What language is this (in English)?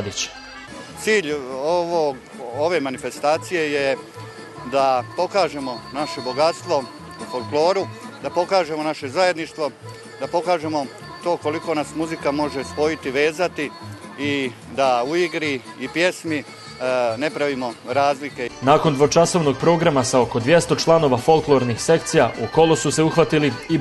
Bosnian